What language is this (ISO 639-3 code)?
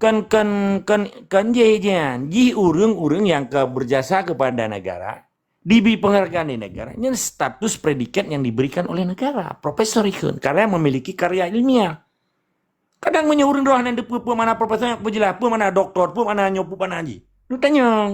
ace